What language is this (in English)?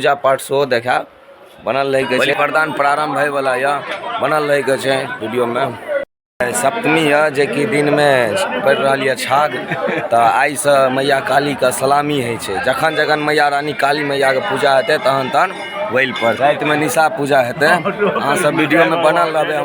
Maithili